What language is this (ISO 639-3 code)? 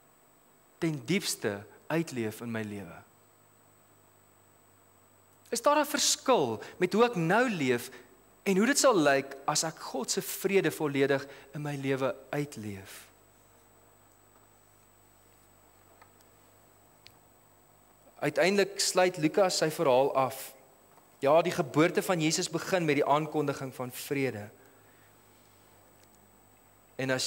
afr